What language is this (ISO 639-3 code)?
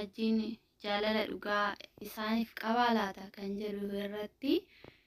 orm